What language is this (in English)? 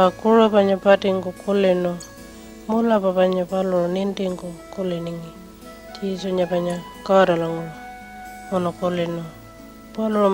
Pitjantjatjara